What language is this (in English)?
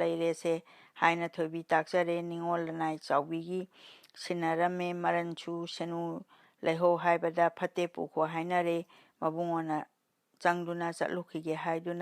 Manipuri